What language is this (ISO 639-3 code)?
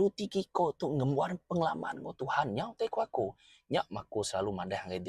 iba